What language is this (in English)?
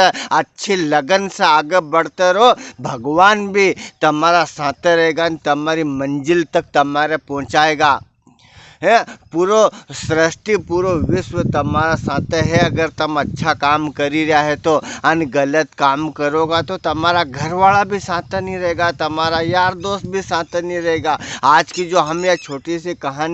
Rajasthani